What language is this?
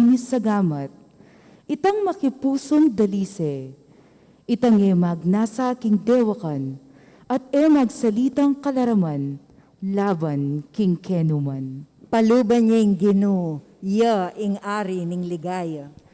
Pampanga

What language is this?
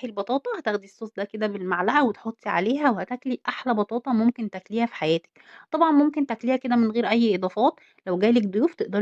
Egyptian Arabic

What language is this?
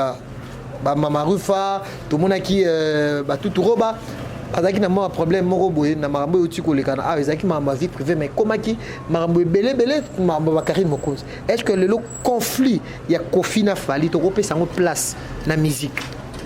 Lingala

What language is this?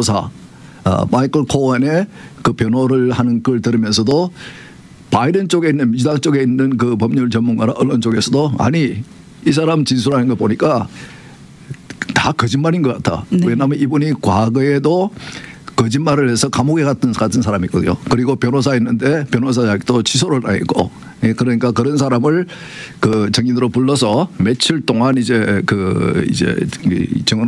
Korean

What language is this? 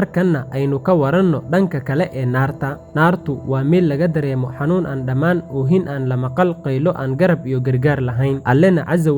Somali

